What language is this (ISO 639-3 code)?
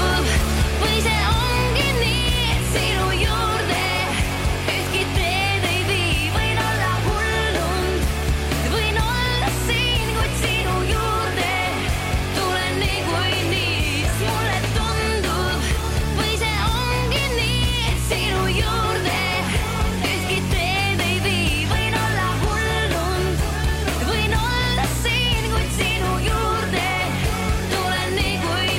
est